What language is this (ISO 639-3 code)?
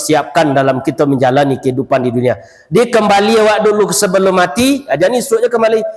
min